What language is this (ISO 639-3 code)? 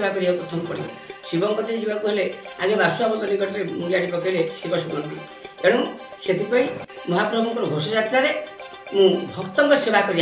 ori